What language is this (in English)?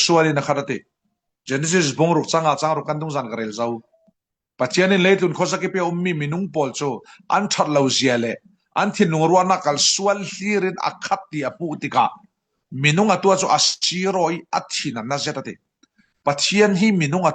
Falam Chin